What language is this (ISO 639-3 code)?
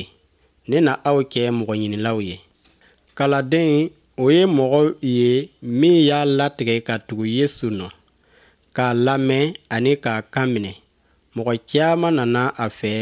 bam